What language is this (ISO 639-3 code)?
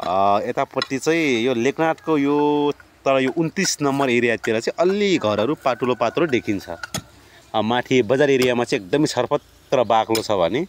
nep